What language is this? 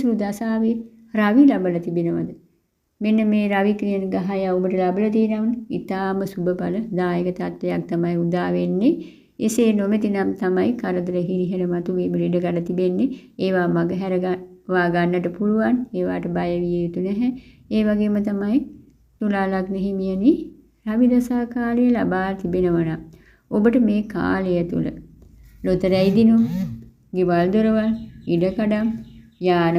Sinhala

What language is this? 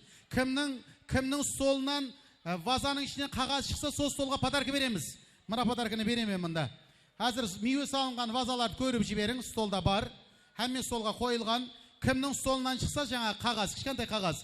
Kara-Kalpak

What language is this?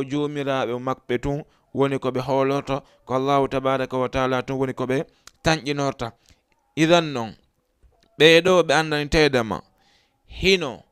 Fula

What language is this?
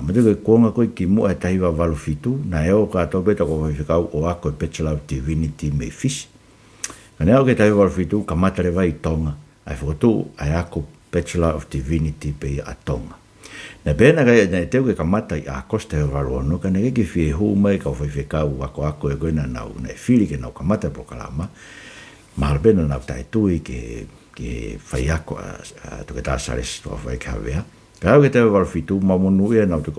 Tongan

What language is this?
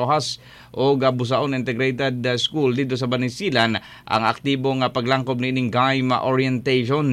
Cebuano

